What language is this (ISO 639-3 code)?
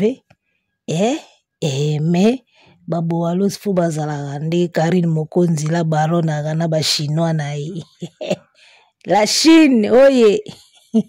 lin